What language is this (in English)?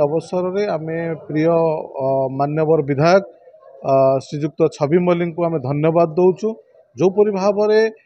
Odia